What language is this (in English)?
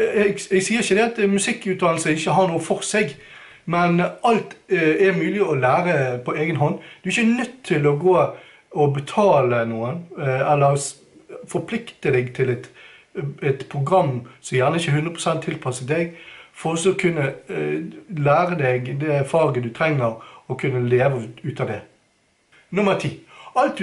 Norwegian